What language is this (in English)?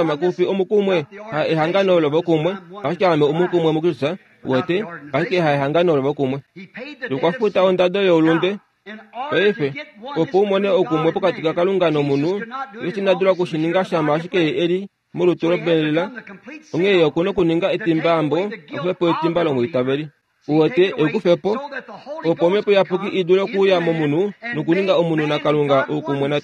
Kuanyama